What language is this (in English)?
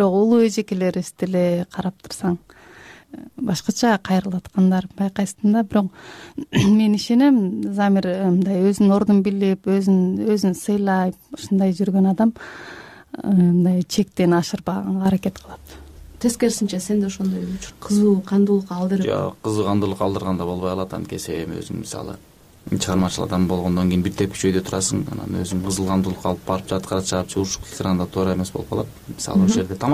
Kyrgyz